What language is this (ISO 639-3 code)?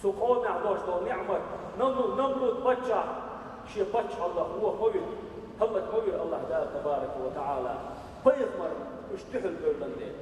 che